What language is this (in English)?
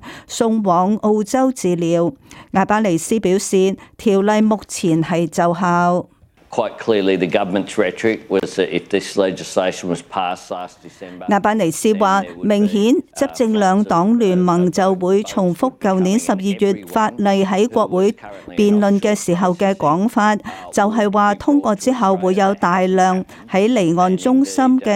Cantonese